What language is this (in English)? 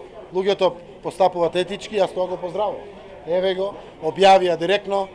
Macedonian